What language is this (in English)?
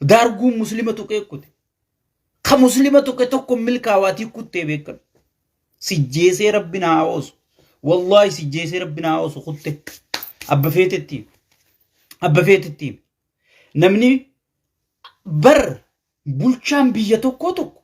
Oromo